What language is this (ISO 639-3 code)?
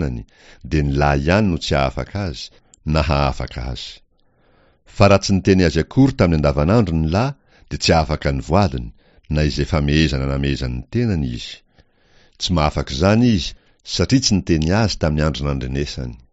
mlg